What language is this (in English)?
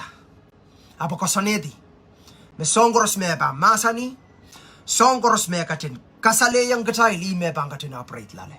Pohnpeian